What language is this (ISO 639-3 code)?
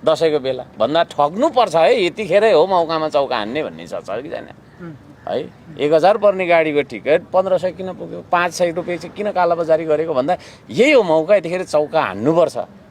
nep